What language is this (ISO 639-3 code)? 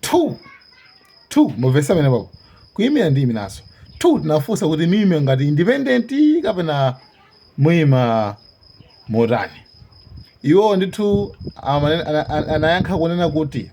nya